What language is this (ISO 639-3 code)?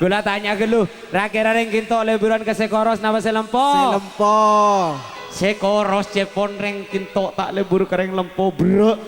mad